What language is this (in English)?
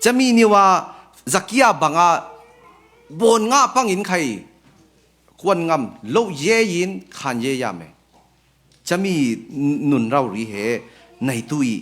Falam Chin